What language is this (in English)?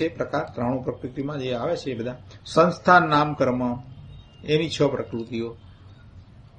Gujarati